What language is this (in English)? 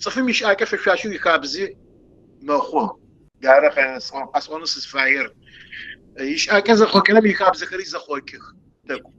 Kabardian